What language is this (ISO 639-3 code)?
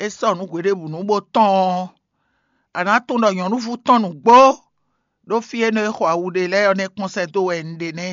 fon